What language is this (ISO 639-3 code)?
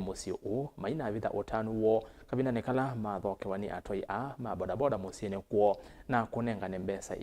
kam